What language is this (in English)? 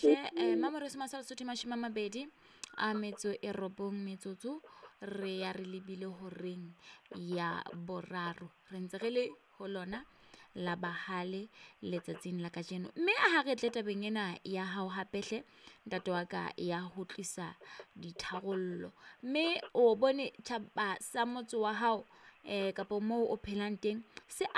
Southern Sotho